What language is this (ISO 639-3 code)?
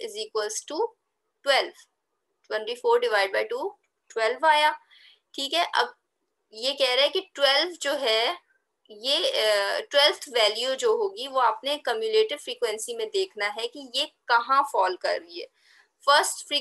hin